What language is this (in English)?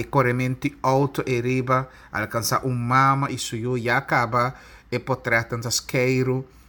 Papiamento